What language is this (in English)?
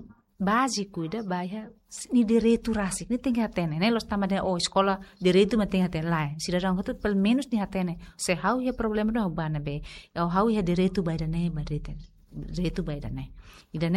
Tetum